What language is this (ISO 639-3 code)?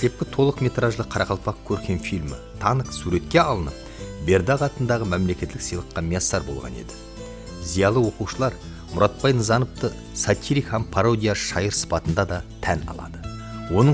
kaa